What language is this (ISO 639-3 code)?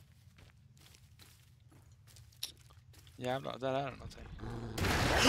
swe